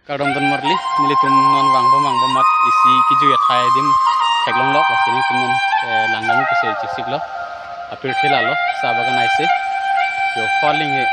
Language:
Karbi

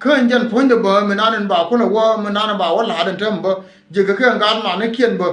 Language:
Nuer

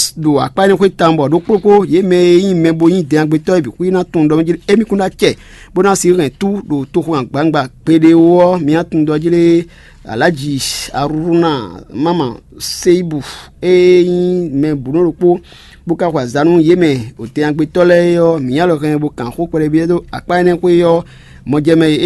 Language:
Fon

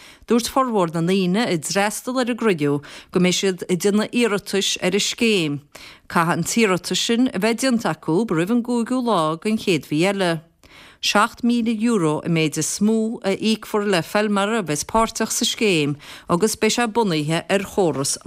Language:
Irish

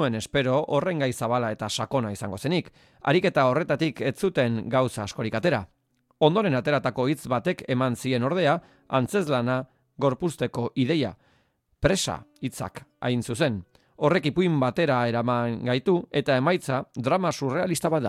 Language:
Basque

